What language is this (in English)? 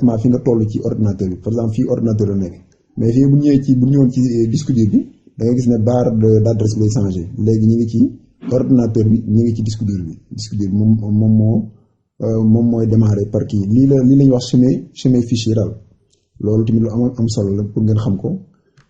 Wolof